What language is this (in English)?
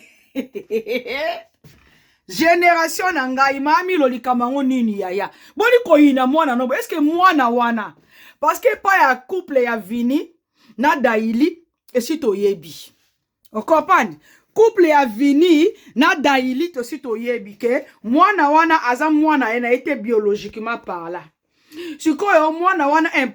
Lingala